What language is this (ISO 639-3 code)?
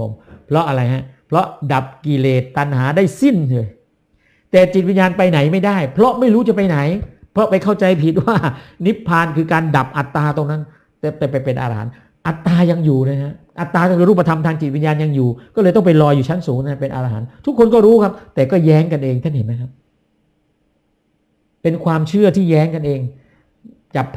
tha